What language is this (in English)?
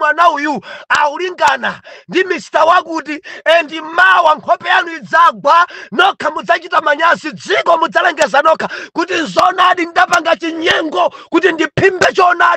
Nyanja